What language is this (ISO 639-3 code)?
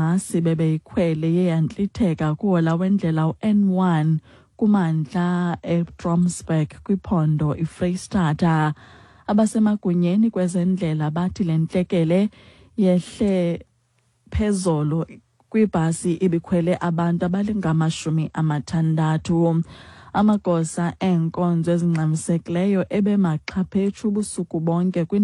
xho